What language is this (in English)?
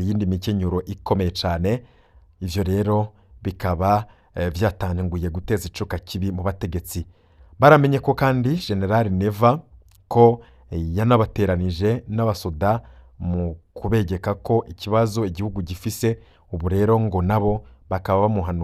Rundi